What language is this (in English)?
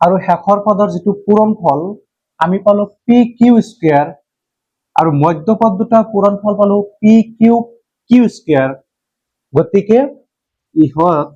Assamese